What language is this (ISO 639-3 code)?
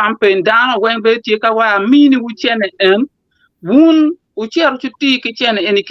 ach